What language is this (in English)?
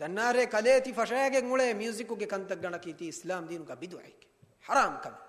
Divehi